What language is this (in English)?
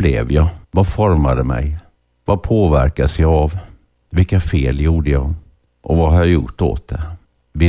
Swedish